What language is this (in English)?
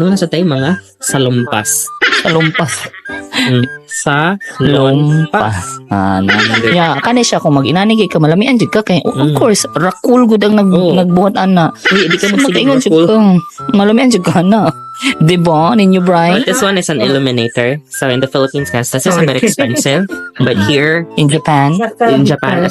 Cebuano